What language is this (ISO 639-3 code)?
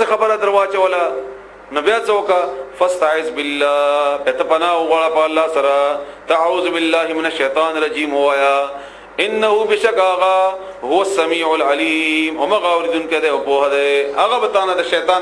pus